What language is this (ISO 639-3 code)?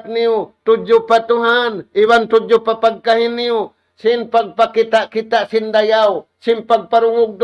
tsg